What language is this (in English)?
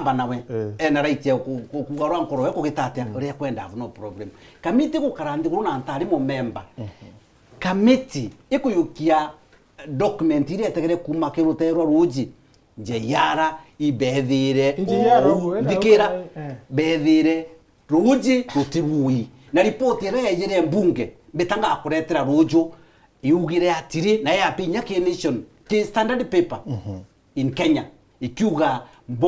Meru